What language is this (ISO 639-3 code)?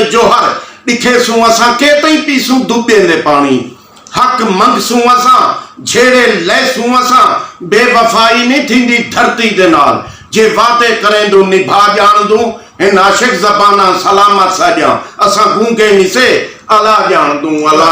skr